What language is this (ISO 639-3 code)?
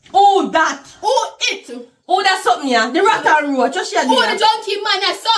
jam